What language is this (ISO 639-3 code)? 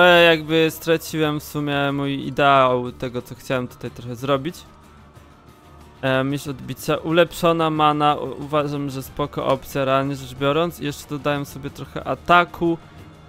pol